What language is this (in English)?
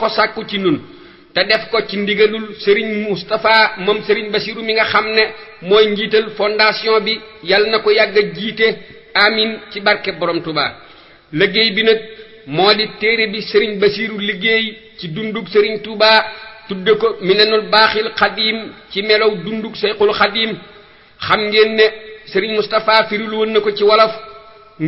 Wolof